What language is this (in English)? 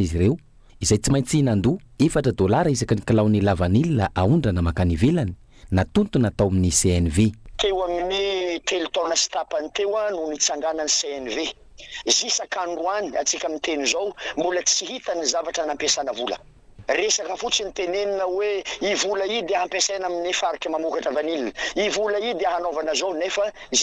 Malagasy